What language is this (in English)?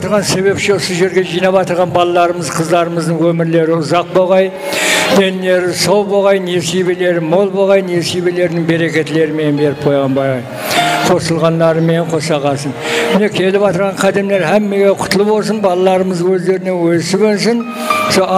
Kara-Kalpak